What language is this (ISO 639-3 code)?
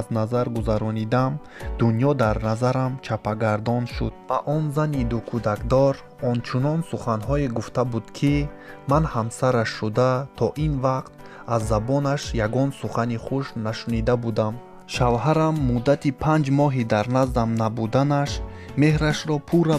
tgk